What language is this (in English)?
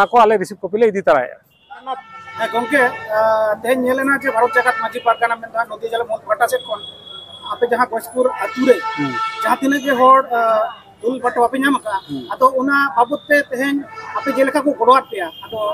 Santali